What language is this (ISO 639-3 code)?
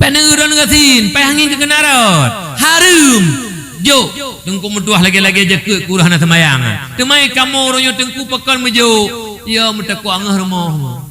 ace